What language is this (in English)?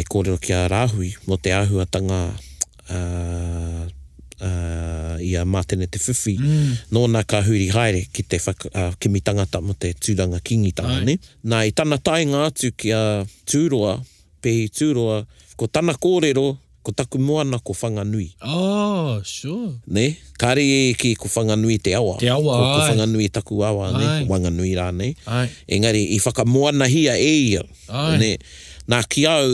Māori